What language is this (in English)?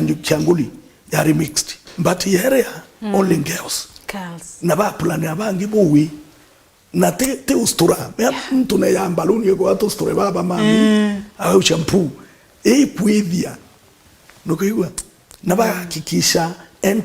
Meru